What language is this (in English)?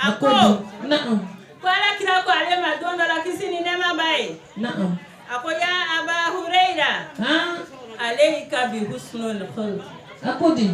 Bambara